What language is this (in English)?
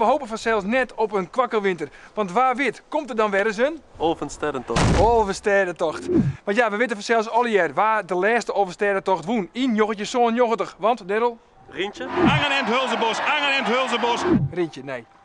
Western Frisian